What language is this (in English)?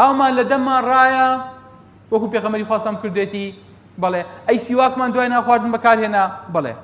Central Kurdish